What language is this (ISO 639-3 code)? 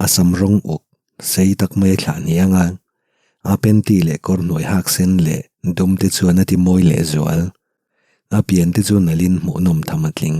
lus